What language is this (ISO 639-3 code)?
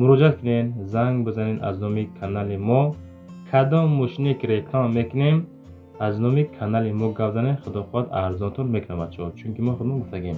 tgk